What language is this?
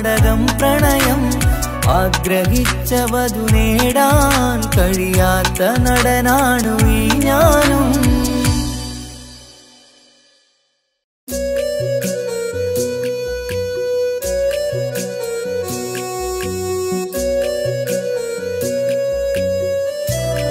Malayalam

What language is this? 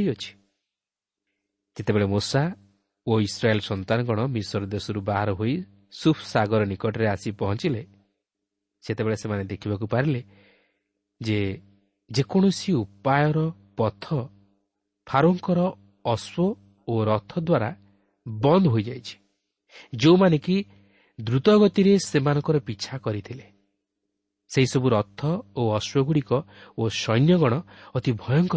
Odia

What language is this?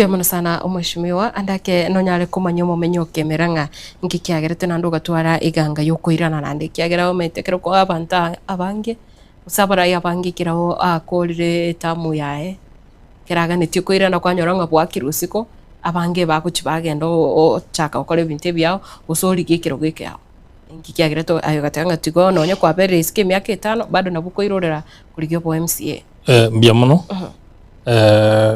Gusii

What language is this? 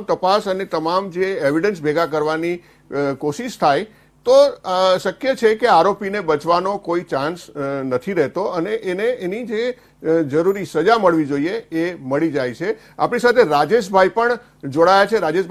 Gujarati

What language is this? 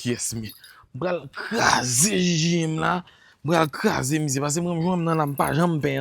Haitian Creole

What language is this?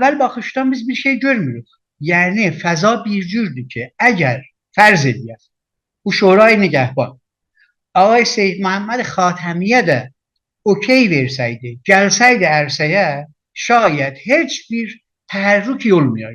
South Azerbaijani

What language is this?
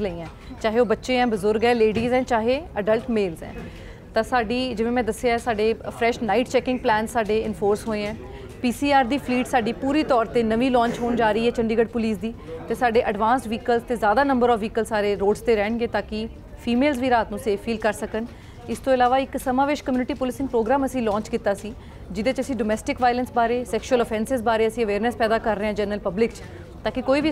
Punjabi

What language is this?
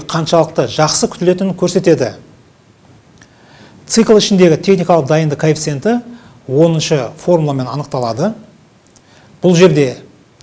Kazakh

